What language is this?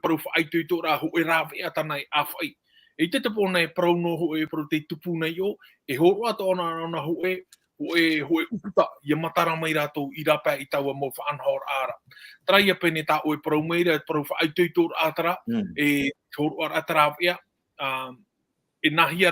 Tahitian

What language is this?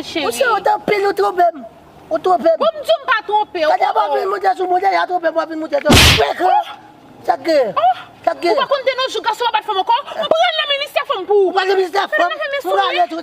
Haitian Creole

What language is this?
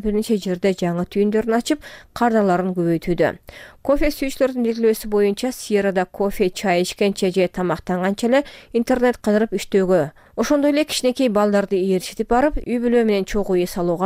Kyrgyz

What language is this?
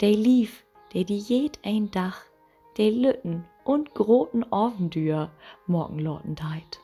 Low German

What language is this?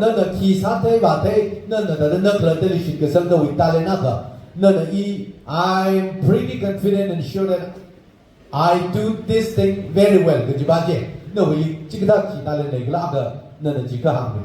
Tangkhul Naga (India)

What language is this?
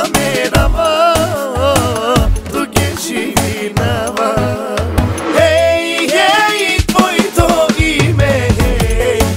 Bulgarian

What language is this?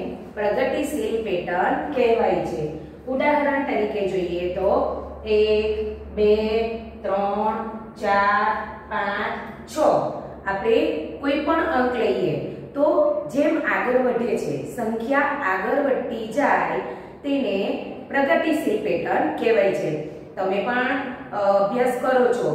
Gujarati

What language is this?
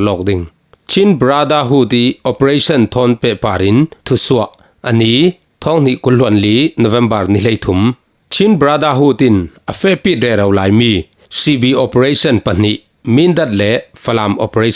Falam Chin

